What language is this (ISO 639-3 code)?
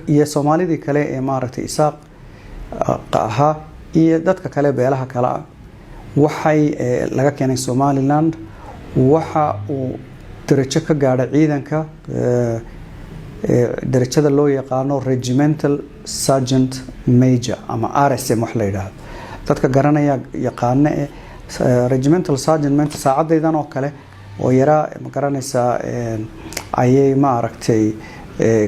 som